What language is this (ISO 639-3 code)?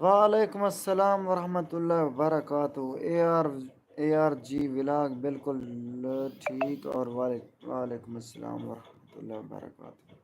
skr